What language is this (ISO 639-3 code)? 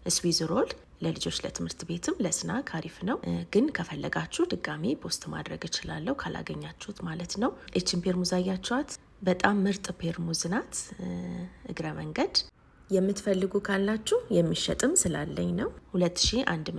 amh